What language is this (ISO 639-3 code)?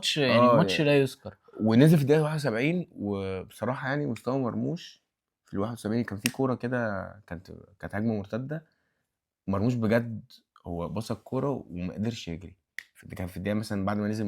arz